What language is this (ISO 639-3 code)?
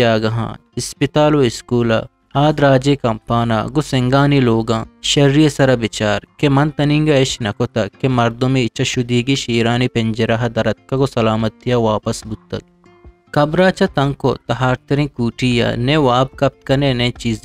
bgp